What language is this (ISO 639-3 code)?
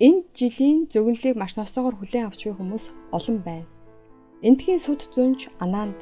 mon